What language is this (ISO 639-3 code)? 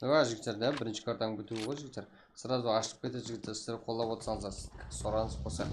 kaa